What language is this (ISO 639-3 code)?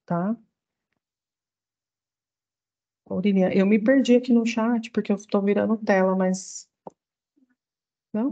por